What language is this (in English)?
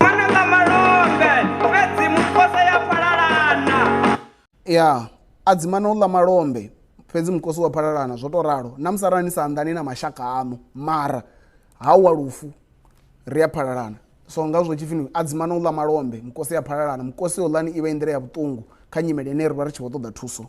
Venda